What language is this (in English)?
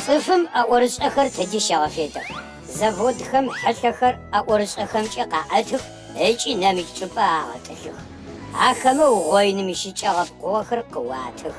Adyghe